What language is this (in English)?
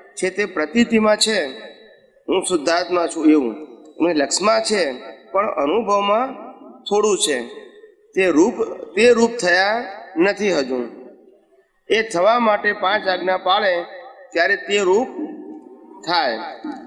Gujarati